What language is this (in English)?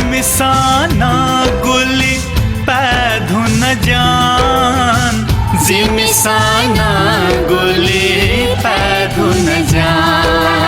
Newari